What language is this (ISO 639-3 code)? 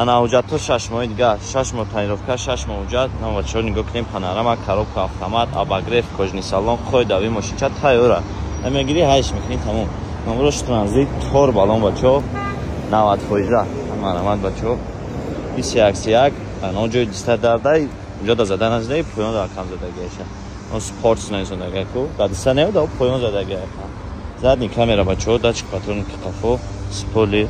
tgk